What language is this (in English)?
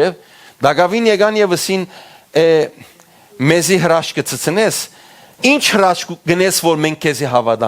Western Armenian